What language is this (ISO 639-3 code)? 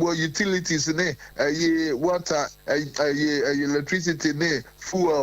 aka